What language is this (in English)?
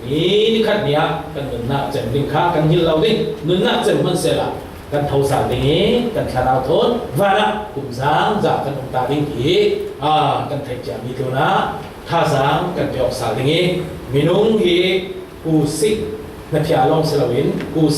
Falam Chin